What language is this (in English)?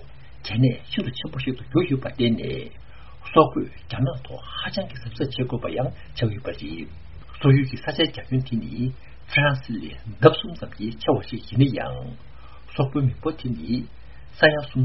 Tibetan